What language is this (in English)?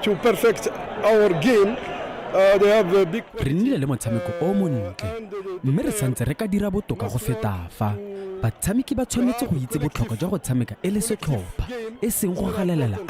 Tswana